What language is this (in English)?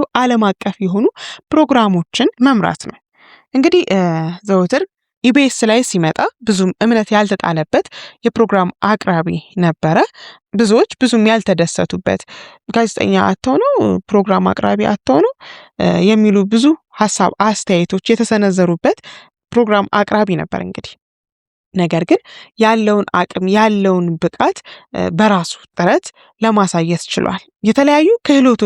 Amharic